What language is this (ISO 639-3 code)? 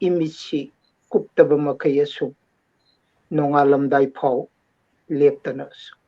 mni